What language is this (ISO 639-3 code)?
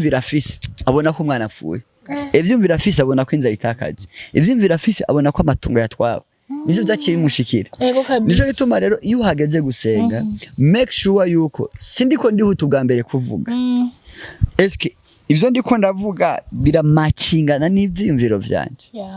run